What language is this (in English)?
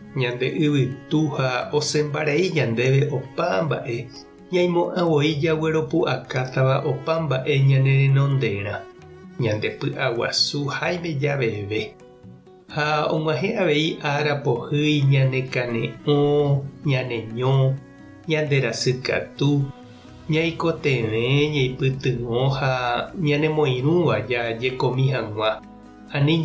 Guarani